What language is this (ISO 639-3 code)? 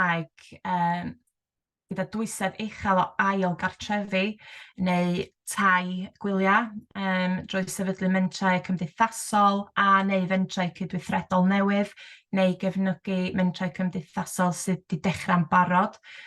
cym